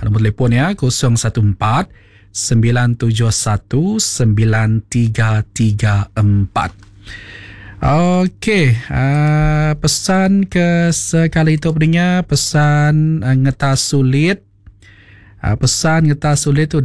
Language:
Iban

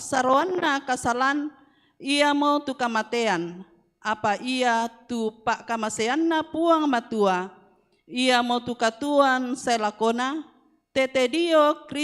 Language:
Toraja-Sa'dan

